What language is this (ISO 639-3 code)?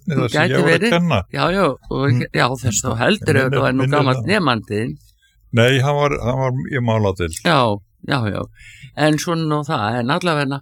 isl